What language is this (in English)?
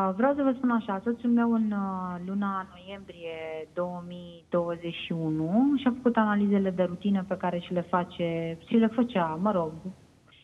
Romanian